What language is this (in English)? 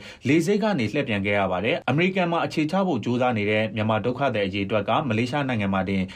Burmese